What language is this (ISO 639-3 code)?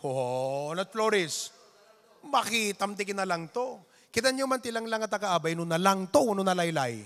ilo